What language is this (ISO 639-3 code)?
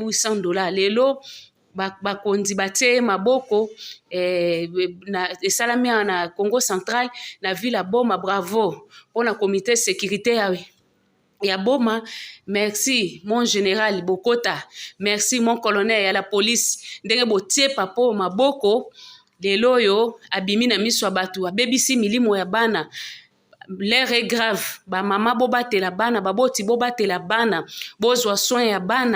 lin